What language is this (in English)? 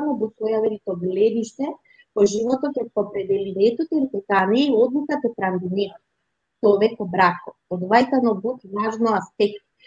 Balkan Romani